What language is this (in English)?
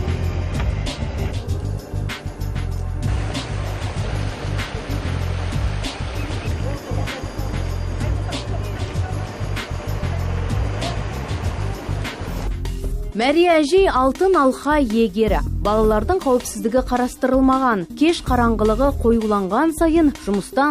Kazakh